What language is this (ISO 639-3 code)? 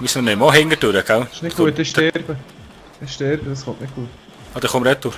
gsw